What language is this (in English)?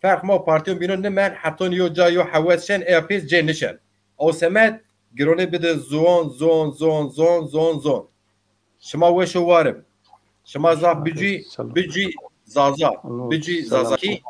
Zaza